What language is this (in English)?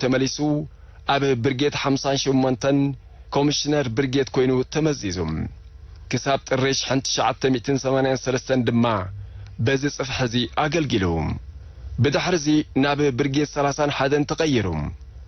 Tigrinya